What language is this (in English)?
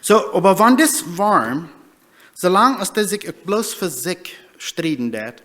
Plautdietsch